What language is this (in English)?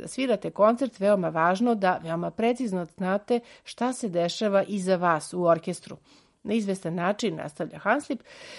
Serbian